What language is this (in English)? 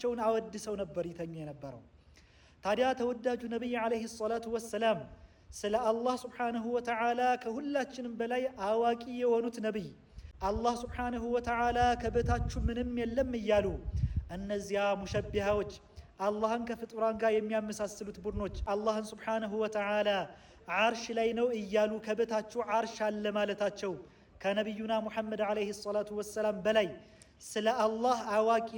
Amharic